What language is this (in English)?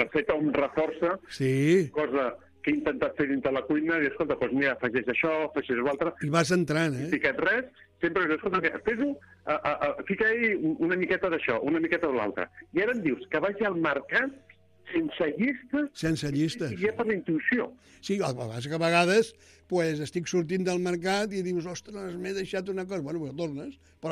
Catalan